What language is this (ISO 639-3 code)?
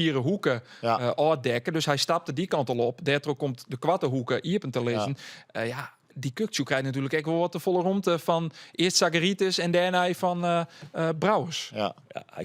fry